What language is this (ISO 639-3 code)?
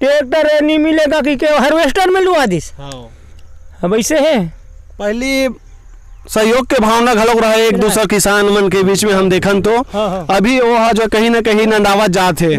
hne